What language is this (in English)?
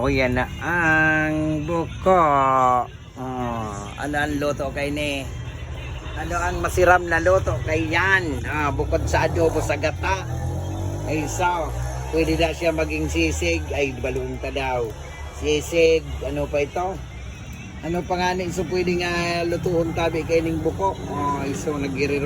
Bikol